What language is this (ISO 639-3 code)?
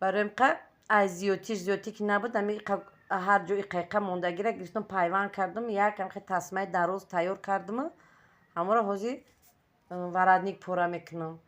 tgk